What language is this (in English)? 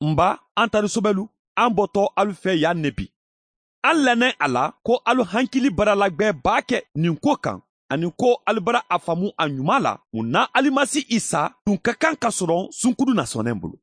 Mandingo